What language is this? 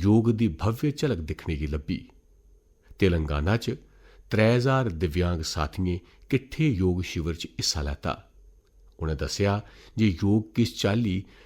Dogri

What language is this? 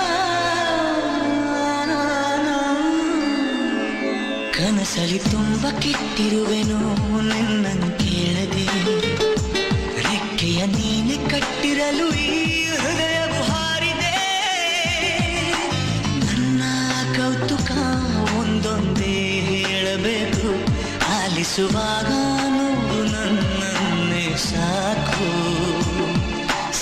Kannada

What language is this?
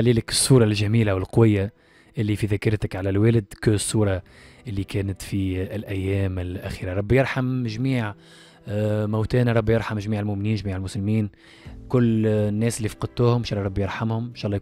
Tunisian Arabic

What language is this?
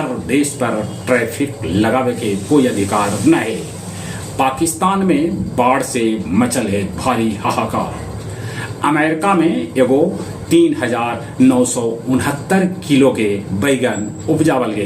Magahi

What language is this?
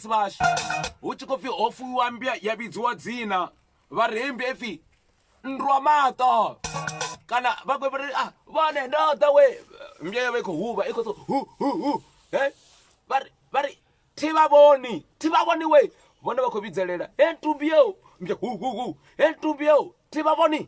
Venda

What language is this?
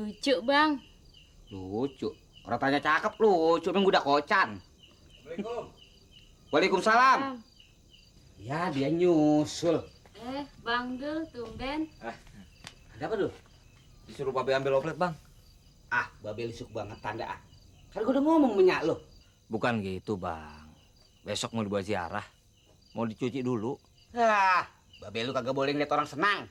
Betawi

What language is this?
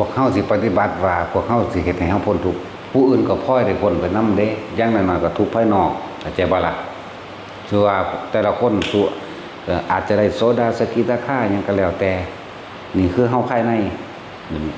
Northeastern Thai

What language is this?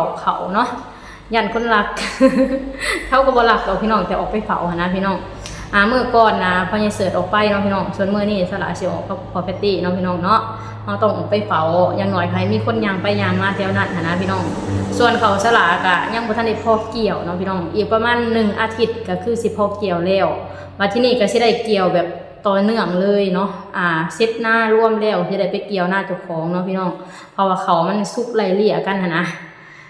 Lao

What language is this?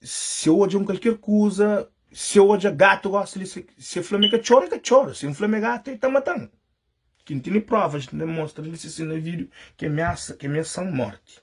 Kabuverdianu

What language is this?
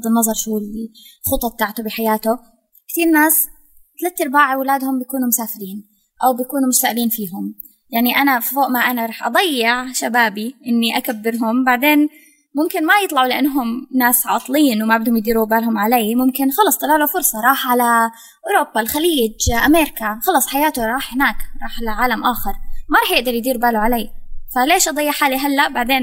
North Levantine Arabic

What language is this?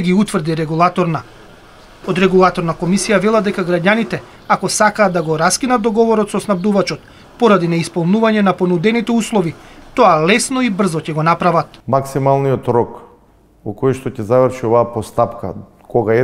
Macedonian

